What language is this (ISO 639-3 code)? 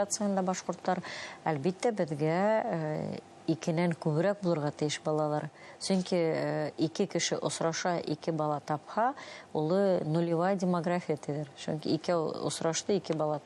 bak